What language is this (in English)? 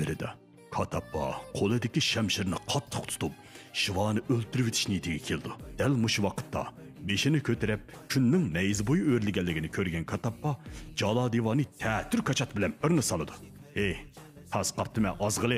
Uyghur